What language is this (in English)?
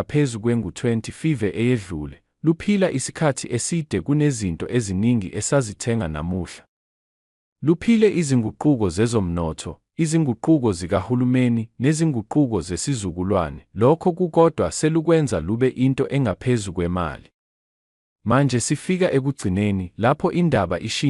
Zulu